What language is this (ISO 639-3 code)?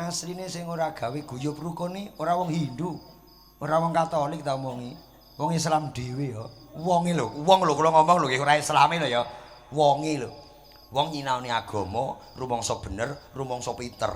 jav